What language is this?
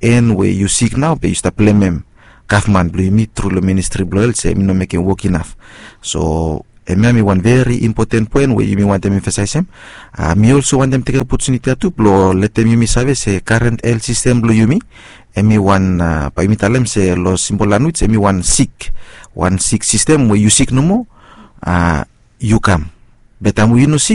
Bislama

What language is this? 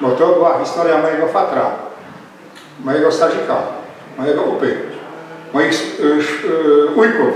Silesian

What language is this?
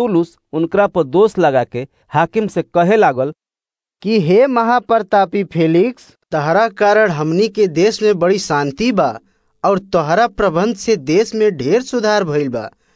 Bhojpuri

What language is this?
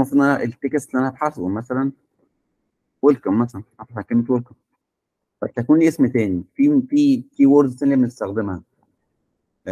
Egyptian Arabic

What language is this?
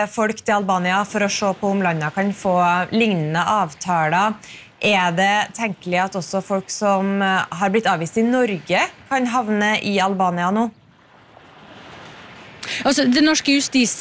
Norwegian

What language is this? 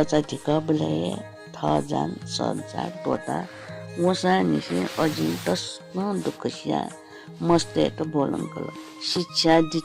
Newari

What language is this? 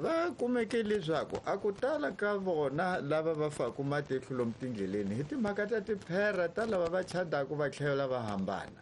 Tsonga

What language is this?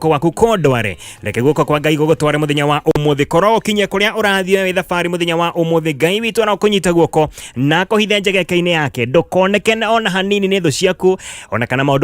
Kikuyu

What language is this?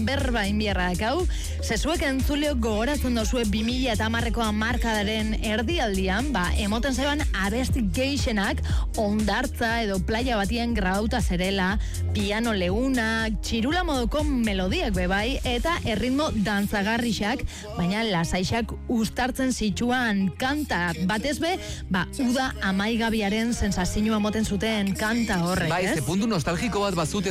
Basque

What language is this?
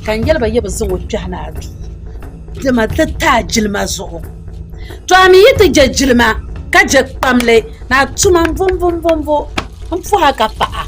Dagbani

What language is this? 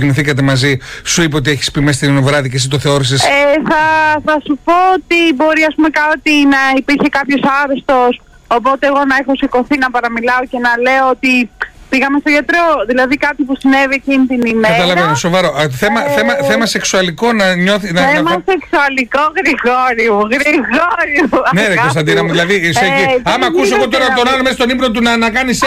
Greek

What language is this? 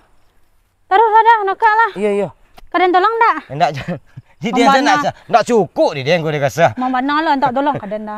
Minangkabau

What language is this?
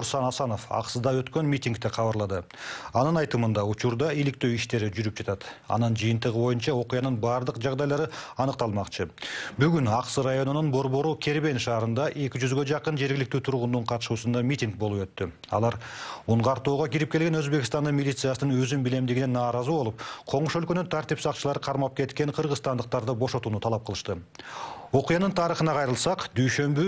Kyrgyz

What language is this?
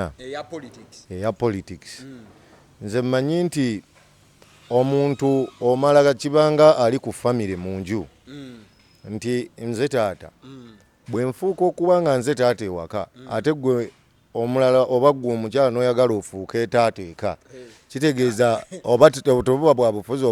Ganda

